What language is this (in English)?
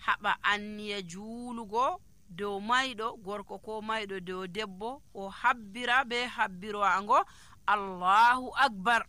Nigerian Fulfulde